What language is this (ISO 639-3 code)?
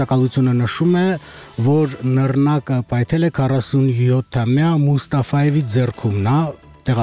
hye